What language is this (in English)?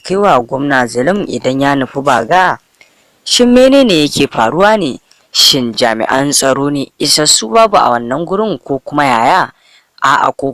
Hausa